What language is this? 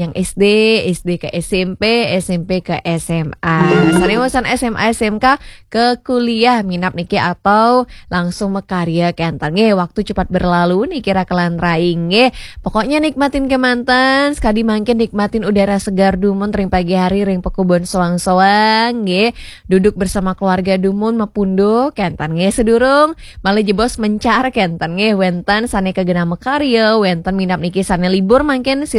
Balinese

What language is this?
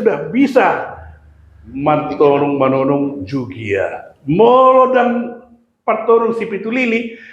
Batak Toba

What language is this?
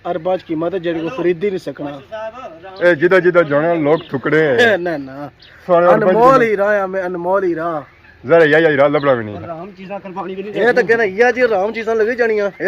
Pahari-Potwari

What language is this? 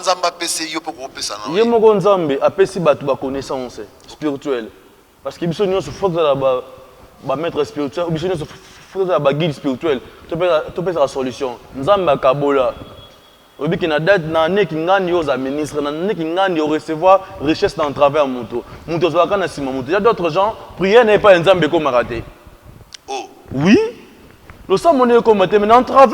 Lingala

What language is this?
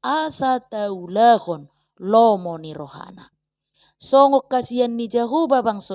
Batak Toba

